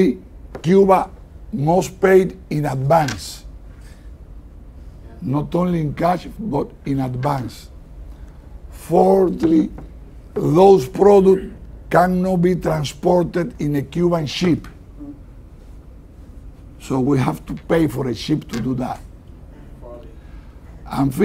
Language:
English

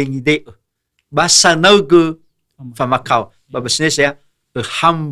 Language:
Nias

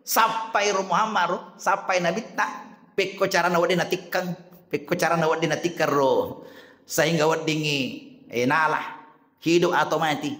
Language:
Buginese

